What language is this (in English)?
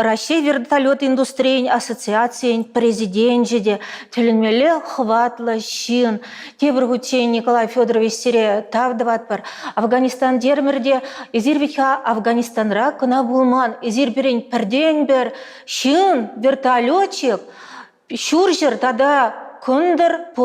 Chuvash